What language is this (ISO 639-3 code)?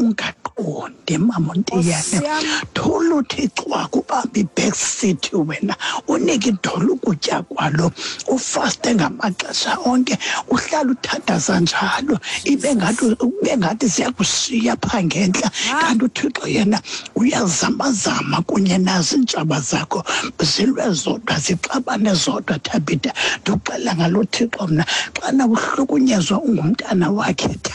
xho